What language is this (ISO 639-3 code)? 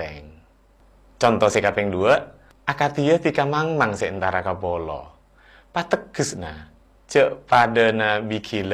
mad